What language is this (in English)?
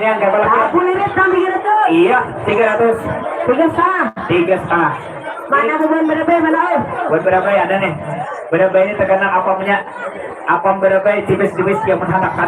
Banjar